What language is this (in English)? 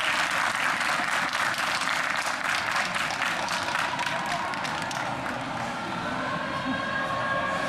French